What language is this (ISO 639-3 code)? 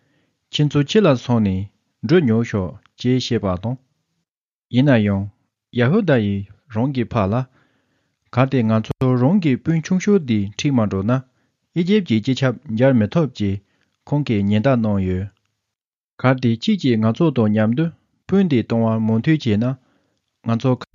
bod